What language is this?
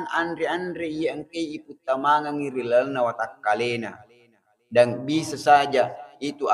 Buginese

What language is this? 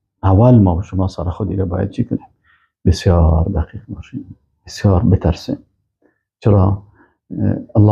Persian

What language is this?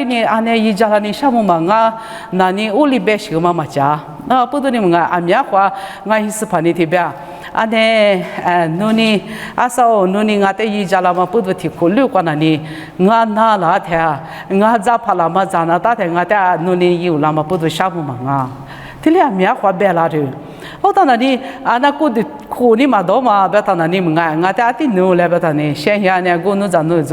Lisu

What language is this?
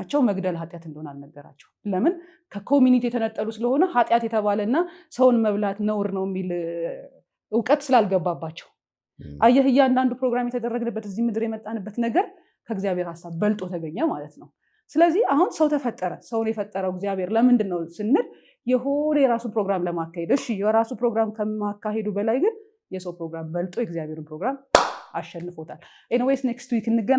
Amharic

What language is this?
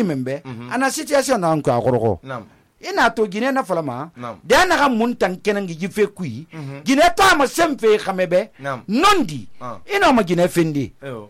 Susu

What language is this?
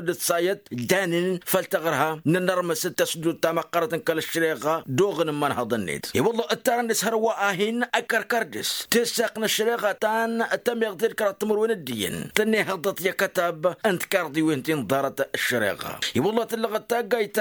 Tamasheq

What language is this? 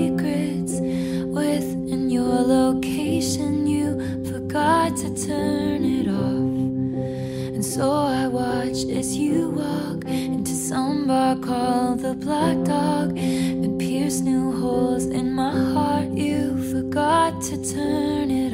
English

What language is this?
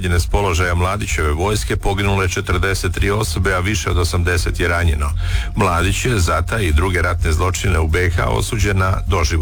Croatian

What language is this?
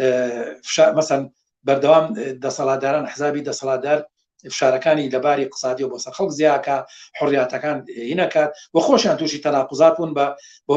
Central Kurdish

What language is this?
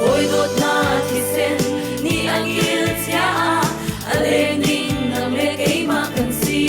Hakha Chin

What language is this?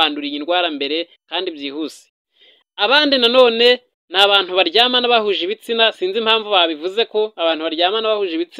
Kinyarwanda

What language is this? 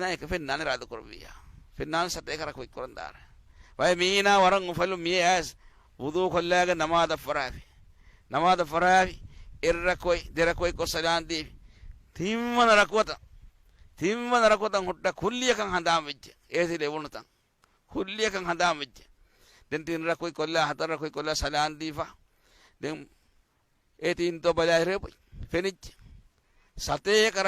Divehi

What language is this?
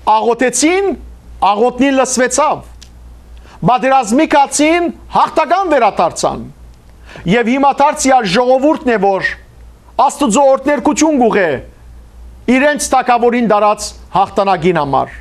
Western Armenian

